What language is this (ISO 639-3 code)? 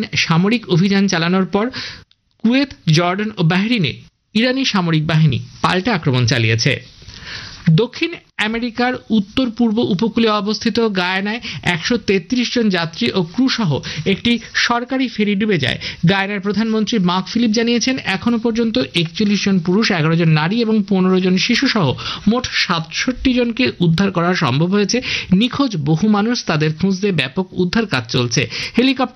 ben